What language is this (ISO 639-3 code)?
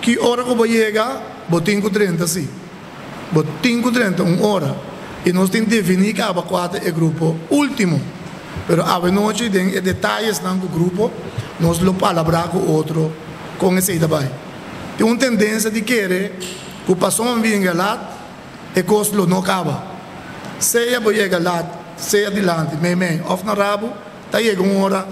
pap